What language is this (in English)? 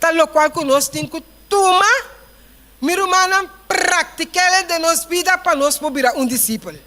Papiamento